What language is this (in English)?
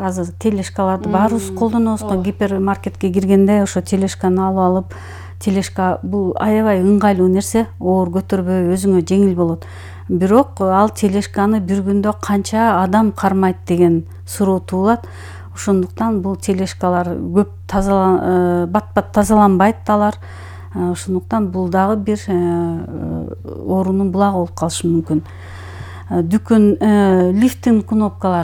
Kyrgyz